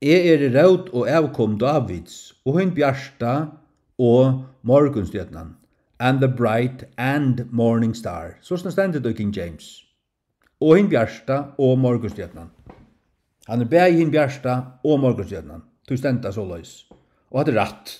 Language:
Faroese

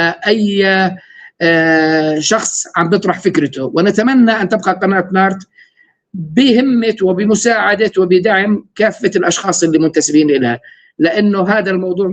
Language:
North Levantine Arabic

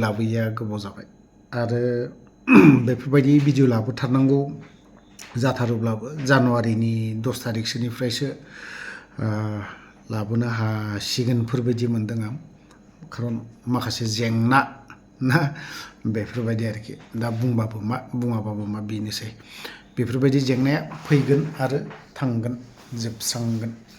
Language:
Bodo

